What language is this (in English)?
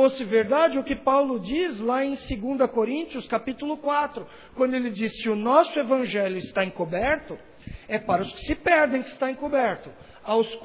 Portuguese